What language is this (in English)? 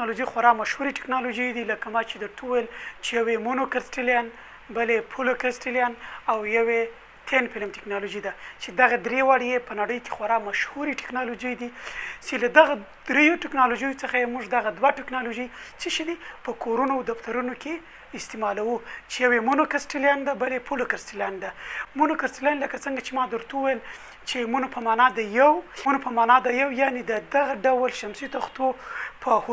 Pashto